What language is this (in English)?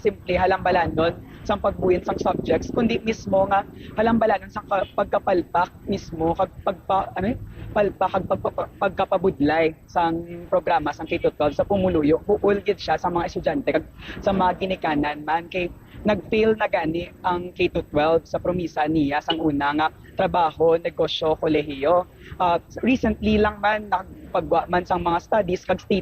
Hiligaynon